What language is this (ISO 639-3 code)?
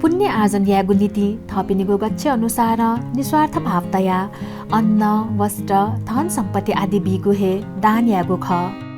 new